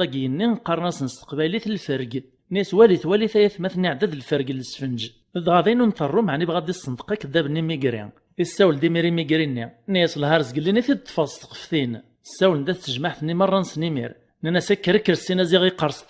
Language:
Kabyle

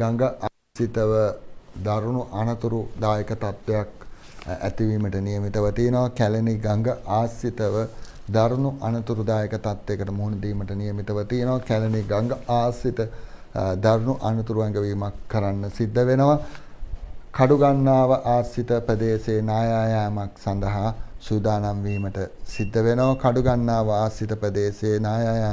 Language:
Sinhala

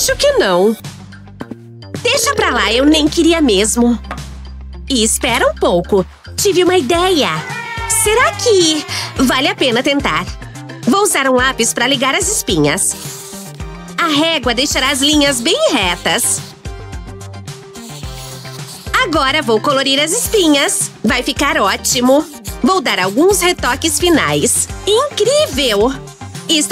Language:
Portuguese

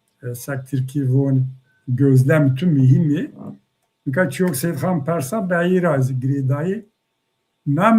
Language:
Zaza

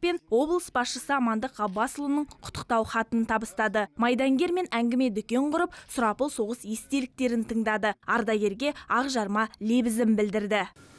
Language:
Kazakh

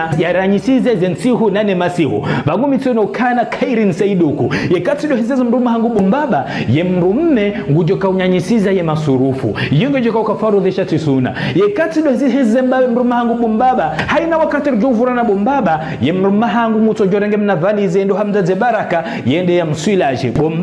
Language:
Ngazidja Comorian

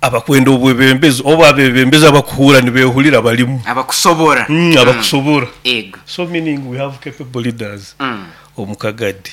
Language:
Nyoro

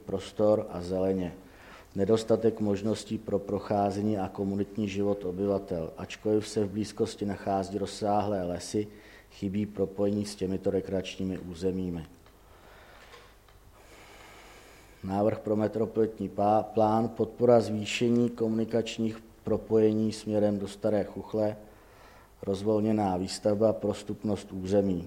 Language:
Czech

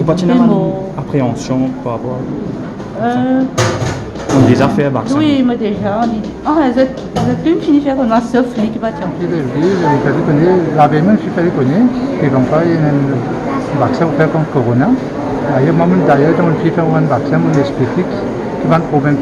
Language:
Morisyen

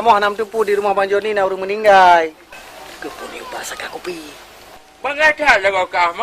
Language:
Achinese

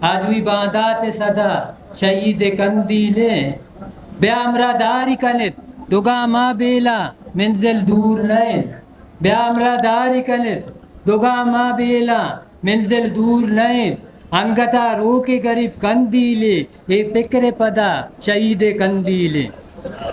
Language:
Eastern Balochi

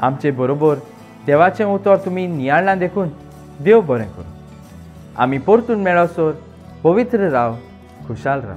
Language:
Konkani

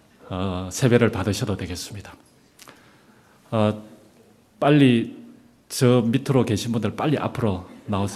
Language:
Korean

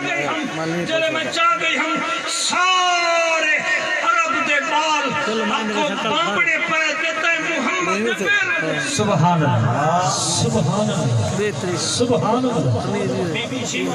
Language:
Saraiki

